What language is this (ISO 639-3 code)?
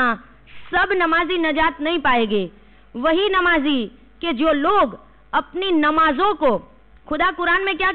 urd